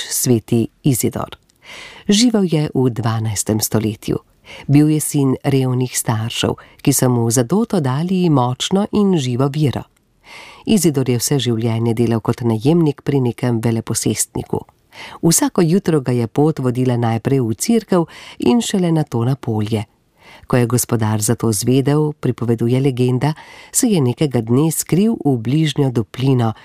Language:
Slovenian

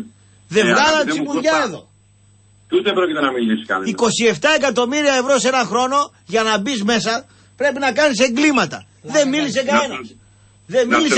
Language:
Greek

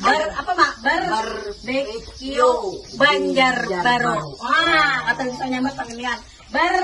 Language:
Banjar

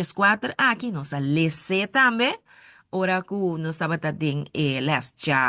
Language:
Papiamento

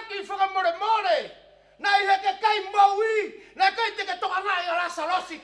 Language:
Tongan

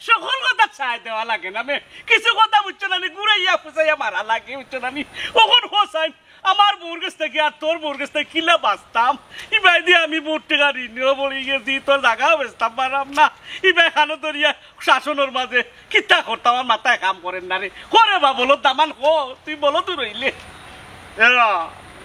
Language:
Sylheti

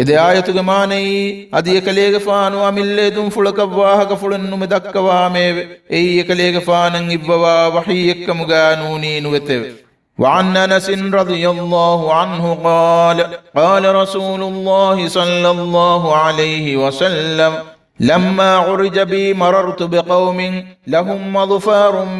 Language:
Divehi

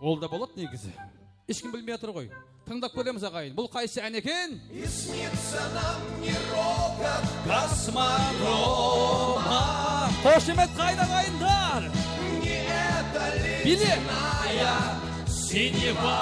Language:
Kara-Kalpak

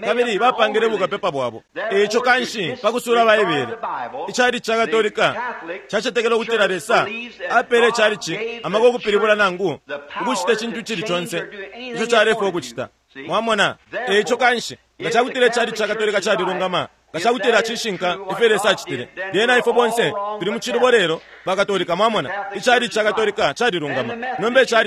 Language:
Bemba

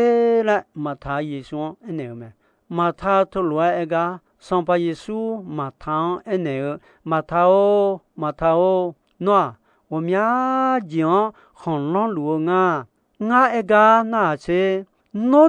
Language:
Akha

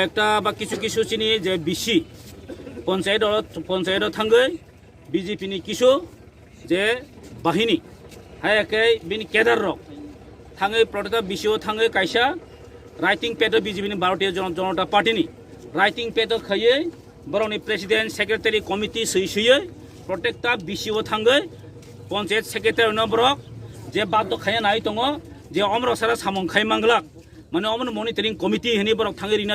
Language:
Kok Borok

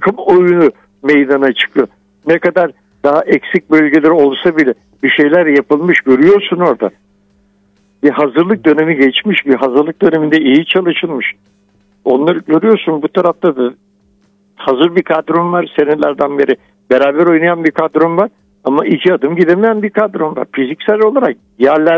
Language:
Turkish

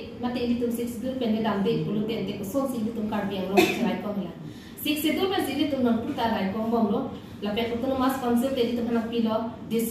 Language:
Karbi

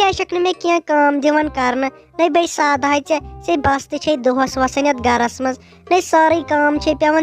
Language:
Kashmiri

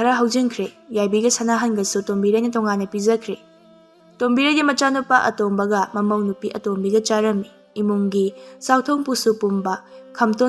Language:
Manipuri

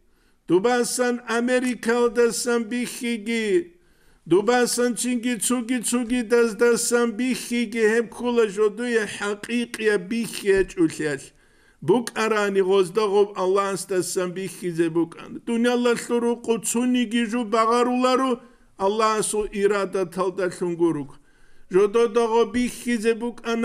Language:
Avaric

